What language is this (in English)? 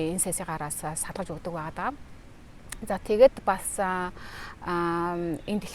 Mongolian